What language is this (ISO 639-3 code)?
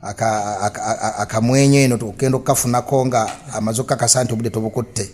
lug